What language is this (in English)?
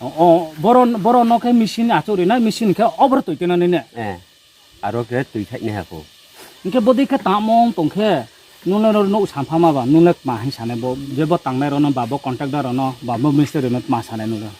Riang (India)